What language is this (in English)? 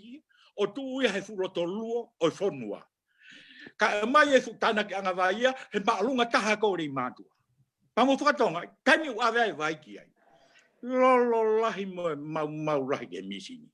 Tongan